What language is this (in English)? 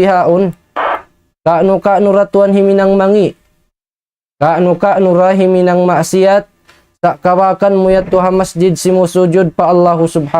Tausug